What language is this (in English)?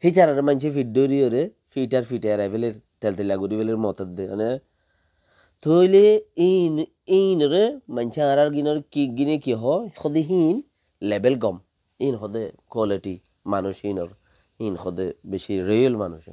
Rohingya